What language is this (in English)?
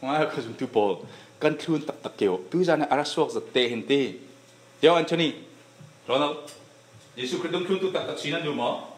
Falam Chin